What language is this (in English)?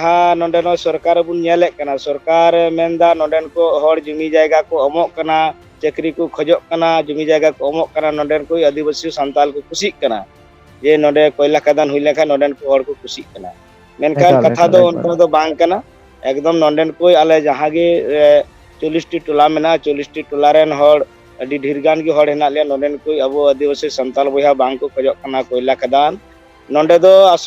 Santali